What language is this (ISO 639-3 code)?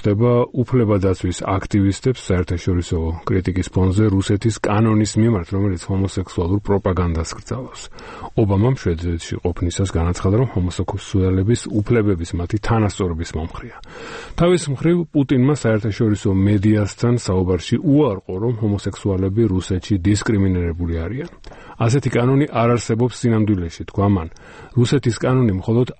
kat